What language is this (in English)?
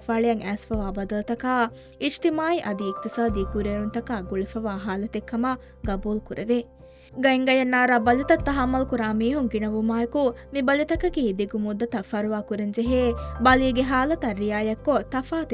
Divehi